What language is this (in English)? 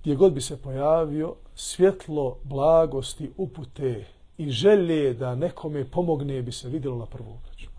Bosnian